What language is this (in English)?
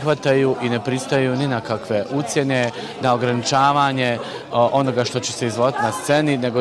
Bosnian